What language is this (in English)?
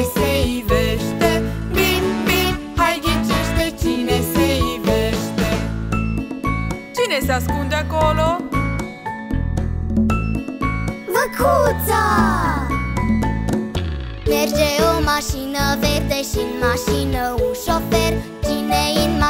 Romanian